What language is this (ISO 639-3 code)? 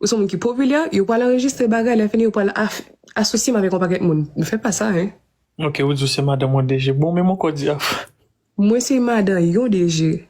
hat